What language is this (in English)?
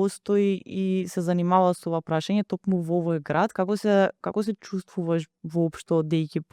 Macedonian